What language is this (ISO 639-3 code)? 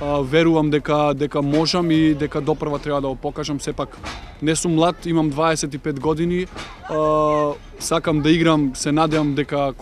mkd